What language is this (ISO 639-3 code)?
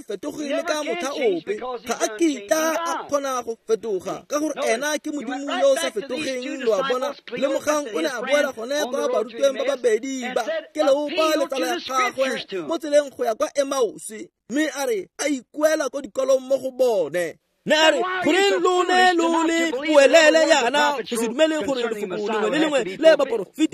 tsn